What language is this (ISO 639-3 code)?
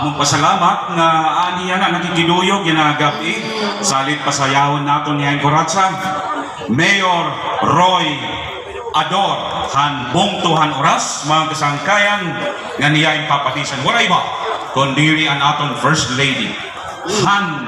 war